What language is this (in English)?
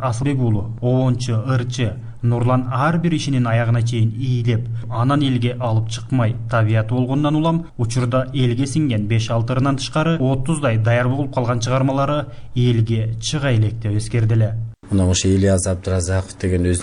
Kyrgyz